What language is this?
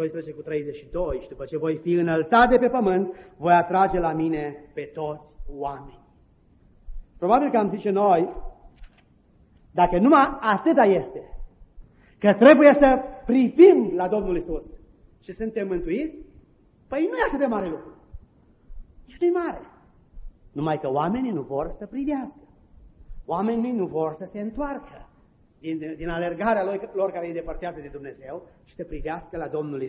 Romanian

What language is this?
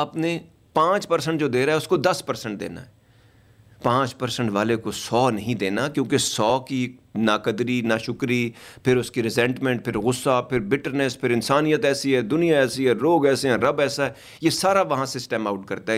Urdu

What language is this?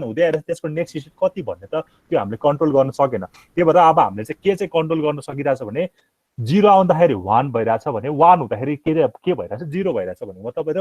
Nepali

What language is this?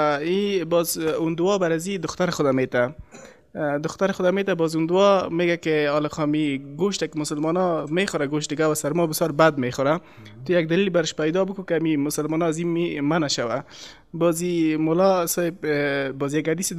Persian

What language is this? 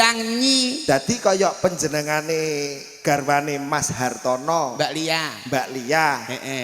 Javanese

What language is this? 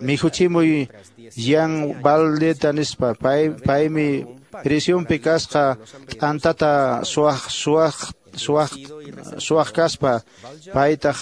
Quechua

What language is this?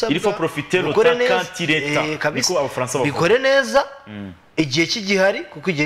Kinyarwanda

